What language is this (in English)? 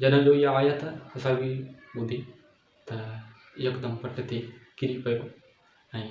Sindhi